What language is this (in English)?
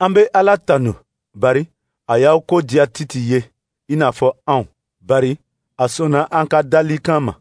Dyula